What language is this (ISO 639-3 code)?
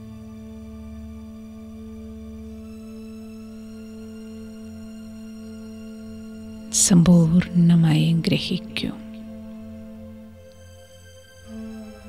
mal